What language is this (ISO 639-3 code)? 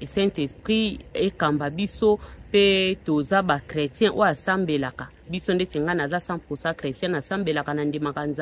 lin